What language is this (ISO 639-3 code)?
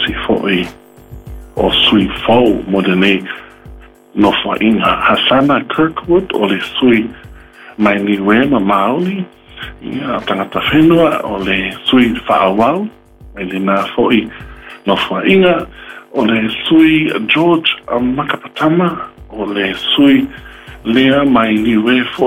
smo